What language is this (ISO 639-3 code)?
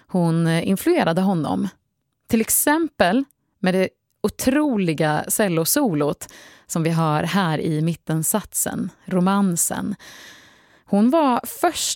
swe